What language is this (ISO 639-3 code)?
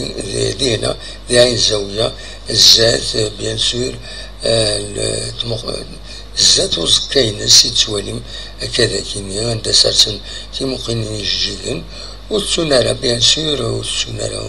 kab